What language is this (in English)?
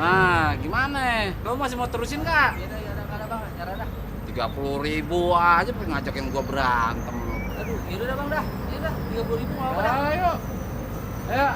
Betawi